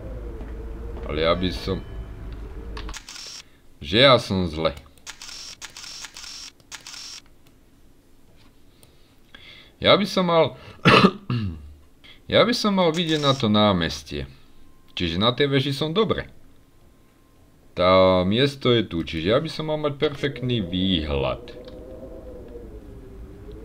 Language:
Slovak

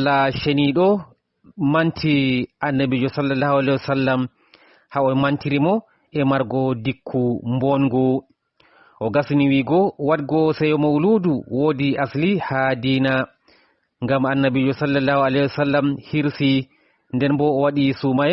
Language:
Fula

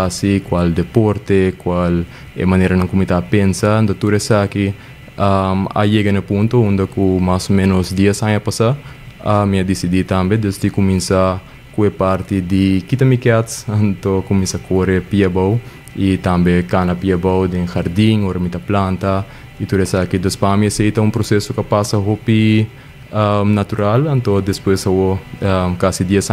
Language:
Papiamento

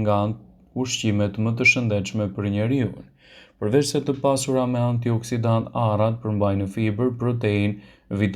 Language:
Albanian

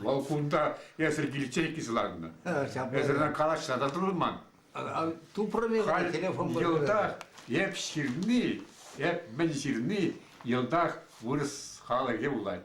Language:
Chuvash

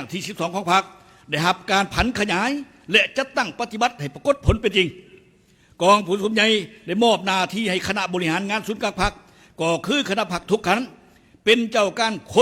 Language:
Lao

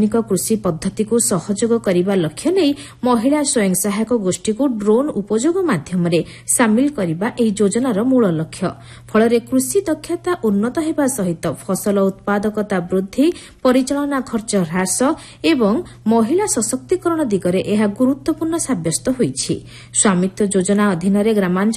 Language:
Odia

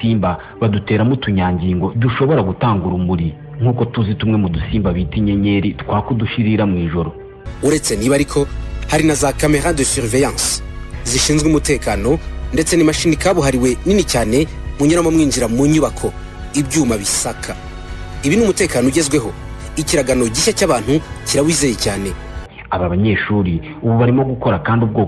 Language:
Kinyarwanda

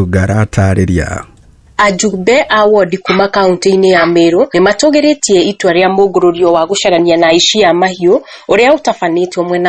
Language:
Kikuyu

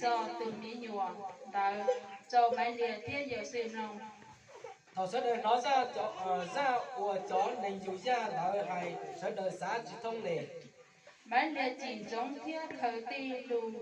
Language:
Hmong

